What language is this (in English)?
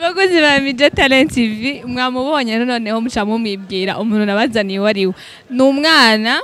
Rundi